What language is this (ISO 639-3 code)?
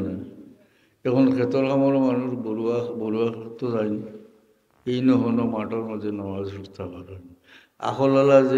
syl